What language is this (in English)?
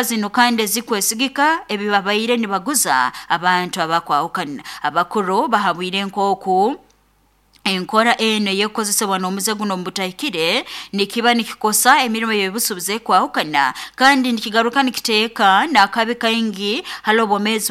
Nyoro